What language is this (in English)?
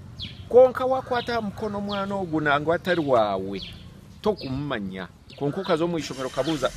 Nyankole